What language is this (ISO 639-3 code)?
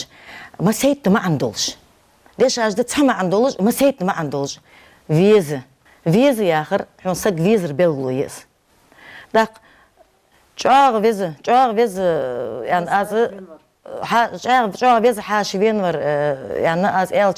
inh